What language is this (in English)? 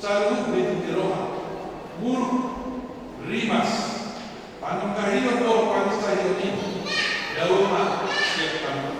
Batak Toba